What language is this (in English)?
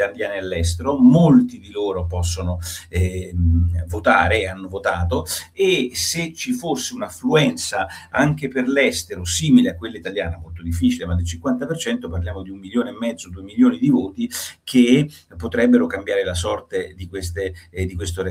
Italian